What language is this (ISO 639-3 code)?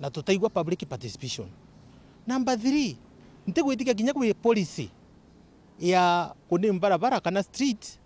mer